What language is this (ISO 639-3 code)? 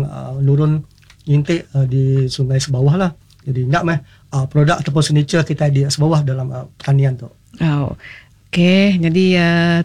iba